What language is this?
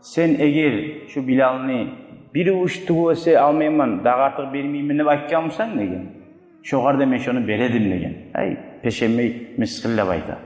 Kumyk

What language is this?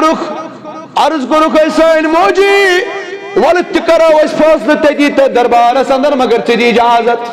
Kashmiri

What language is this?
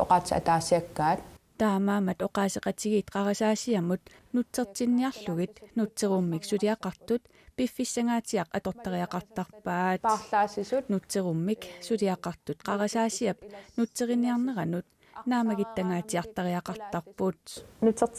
Kalaallisut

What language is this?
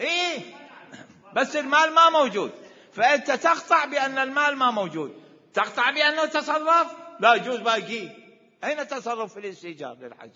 Mesopotamian Arabic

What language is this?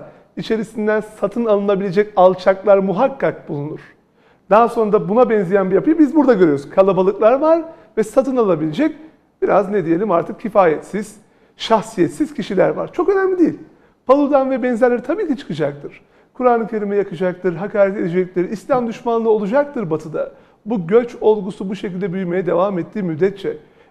Turkish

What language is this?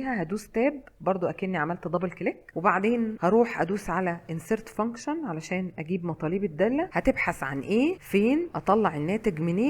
Egyptian Arabic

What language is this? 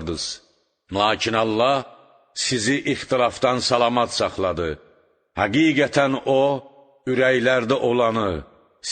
Azerbaijani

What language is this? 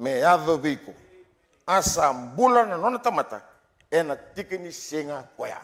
Fijian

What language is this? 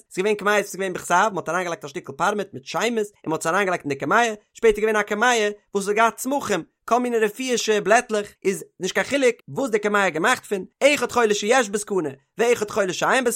Yiddish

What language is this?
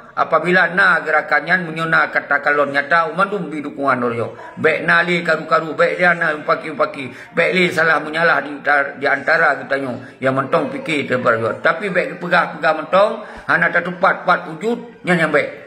Achinese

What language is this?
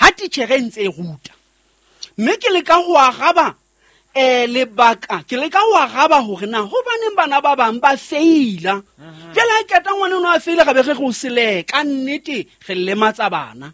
Southern Sotho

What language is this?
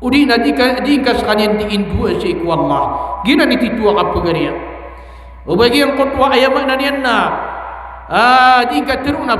Maranao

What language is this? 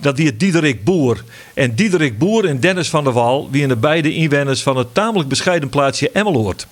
Western Frisian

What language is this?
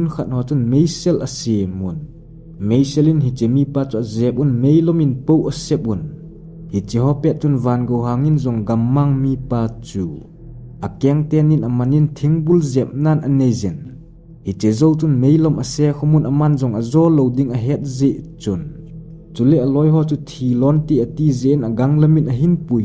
Thado Chin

